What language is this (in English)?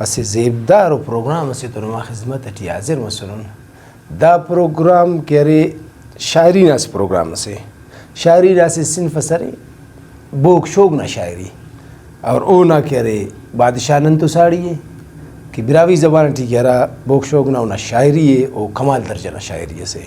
Brahui